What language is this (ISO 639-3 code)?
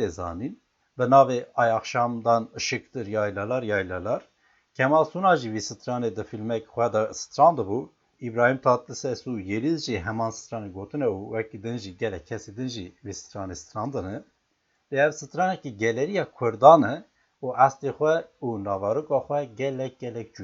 kur